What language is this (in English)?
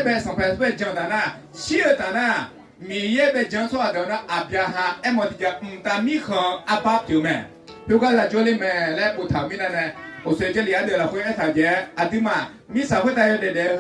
Akha